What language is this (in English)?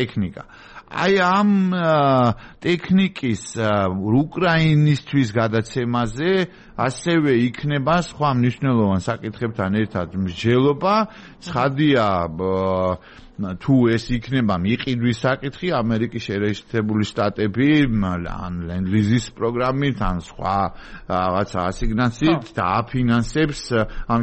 Georgian